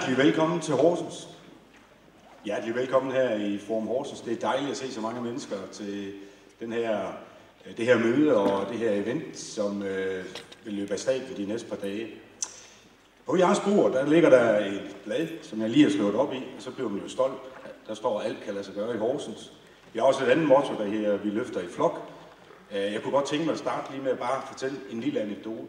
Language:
Danish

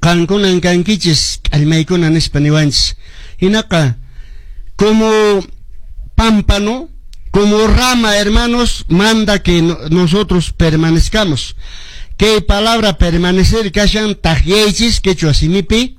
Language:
Quechua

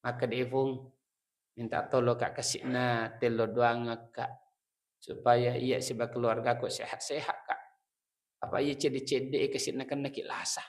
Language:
Buginese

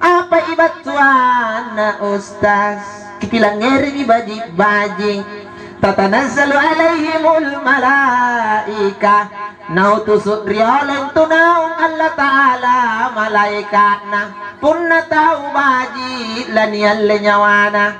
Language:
Makasar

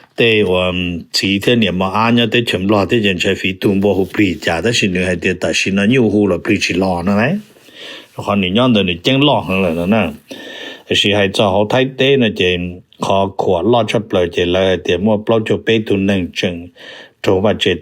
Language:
Hmong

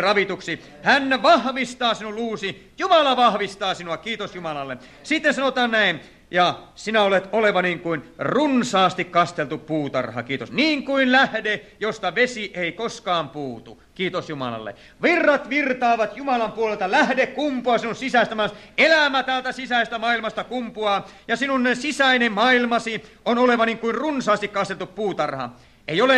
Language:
Finnish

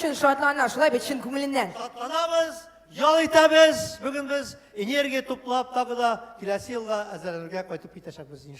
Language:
Tatar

